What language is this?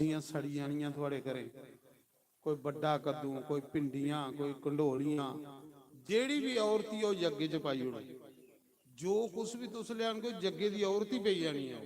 Dogri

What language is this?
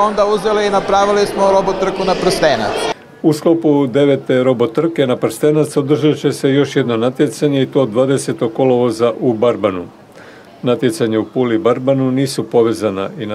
Croatian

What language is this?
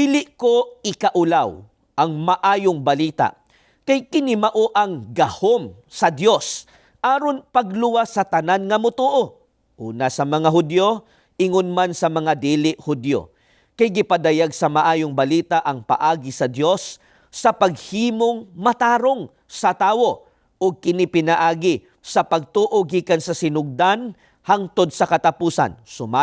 Cebuano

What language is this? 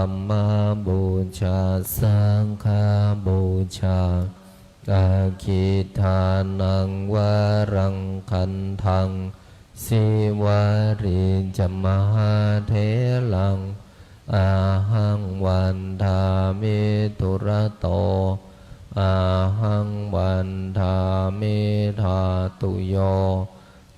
Pali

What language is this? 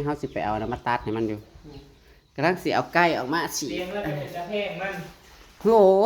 Northeastern Thai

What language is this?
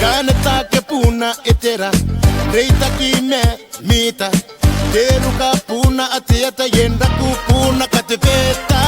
Gilbertese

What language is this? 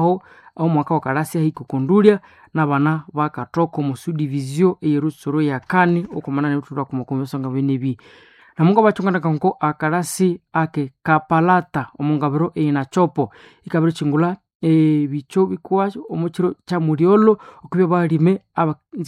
Nande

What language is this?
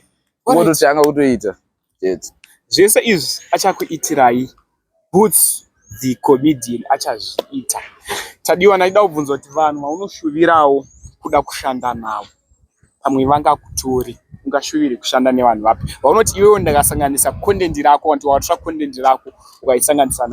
Shona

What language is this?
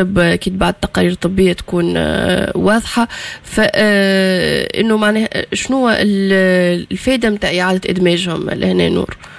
Tunisian Arabic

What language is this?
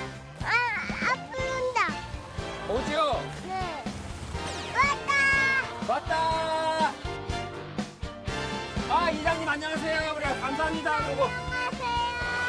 Korean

